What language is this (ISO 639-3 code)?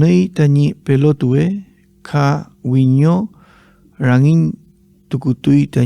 arn